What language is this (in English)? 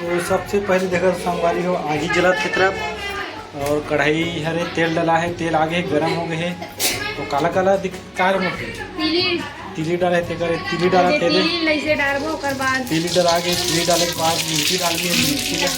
Chhattisgarhi